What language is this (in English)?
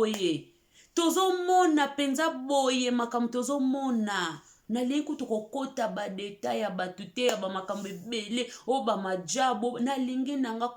Lingala